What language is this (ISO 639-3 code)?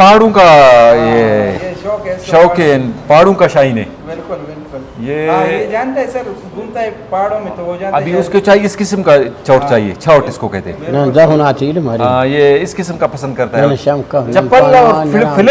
brh